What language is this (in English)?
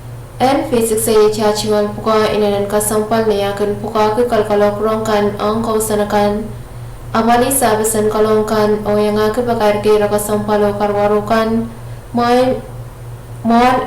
Pohnpeian